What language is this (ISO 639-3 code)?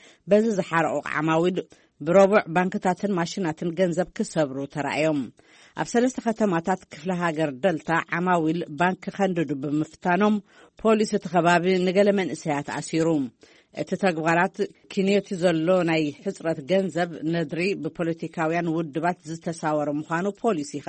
tir